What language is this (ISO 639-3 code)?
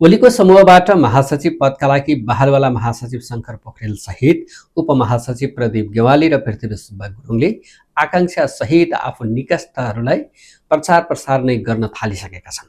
nep